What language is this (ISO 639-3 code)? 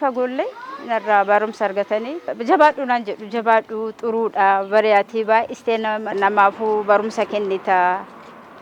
orm